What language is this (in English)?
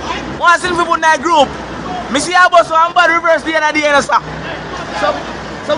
Jamaican Creole English